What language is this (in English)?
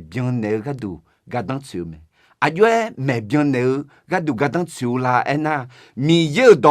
Akha